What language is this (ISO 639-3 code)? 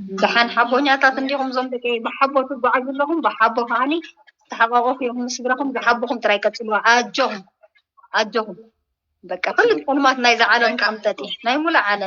tir